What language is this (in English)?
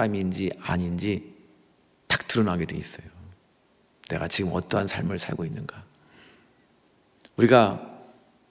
Korean